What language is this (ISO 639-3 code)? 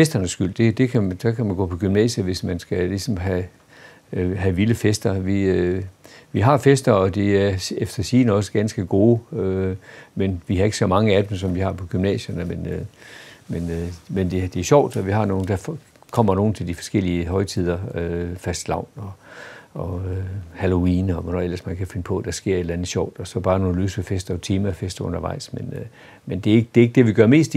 dan